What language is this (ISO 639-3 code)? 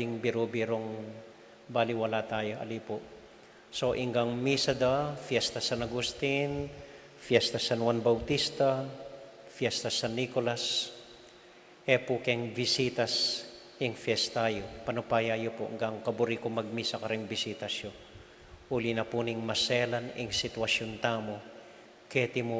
pam